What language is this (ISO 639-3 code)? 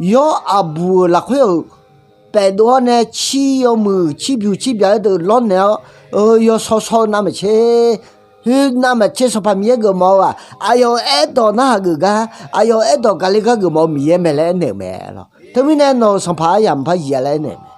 ahk